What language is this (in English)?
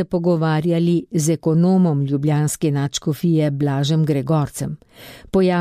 Slovenian